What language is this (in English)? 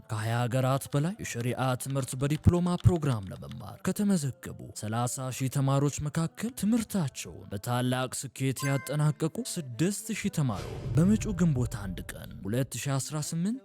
Amharic